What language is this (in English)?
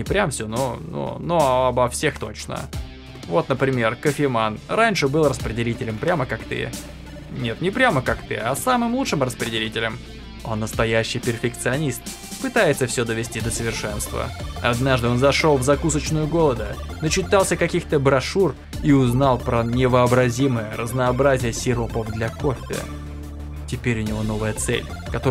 Russian